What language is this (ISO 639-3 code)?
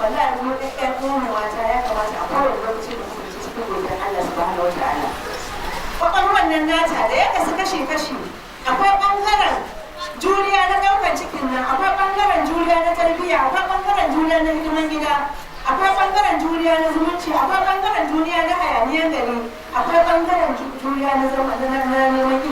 hau